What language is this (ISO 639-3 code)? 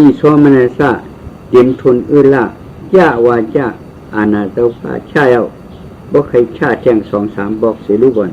shn